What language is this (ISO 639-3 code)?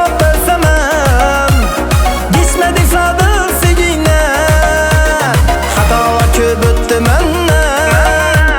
kaa